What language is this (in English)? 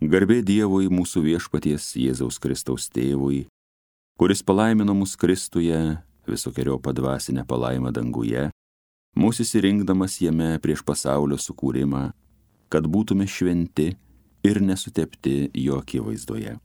Lithuanian